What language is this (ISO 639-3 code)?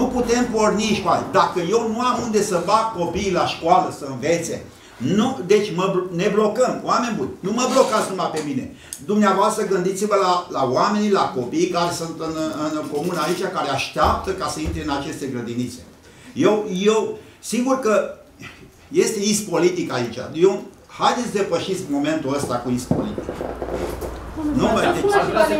ron